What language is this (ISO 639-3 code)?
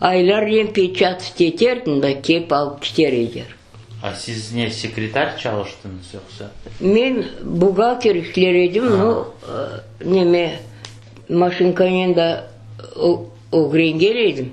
crh